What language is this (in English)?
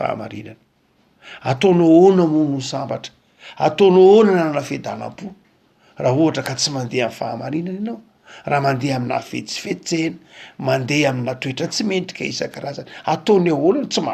Malagasy